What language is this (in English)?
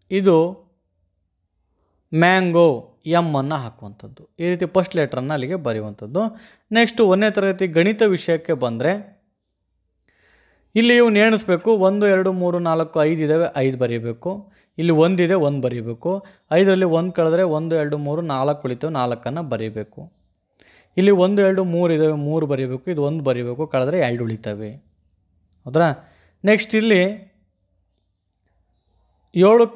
Kannada